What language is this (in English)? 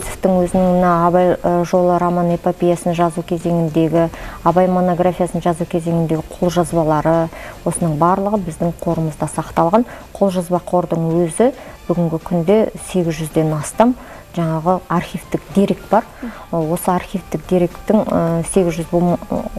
Kazakh